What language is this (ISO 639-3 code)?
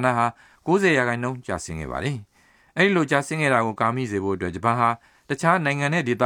mya